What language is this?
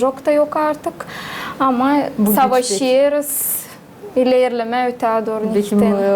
Gagauz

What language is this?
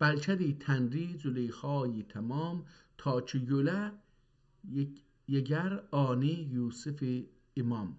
South Azerbaijani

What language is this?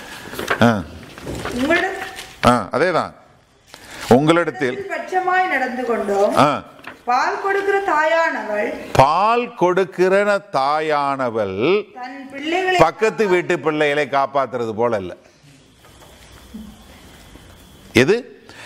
Tamil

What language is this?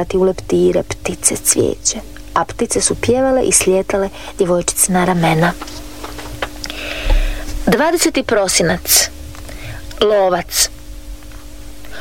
Croatian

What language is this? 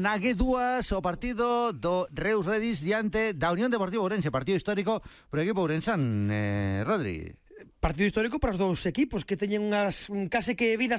Galician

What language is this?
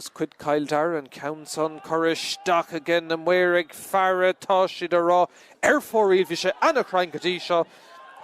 Irish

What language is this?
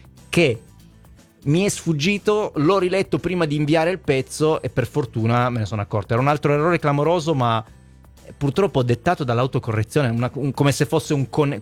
Italian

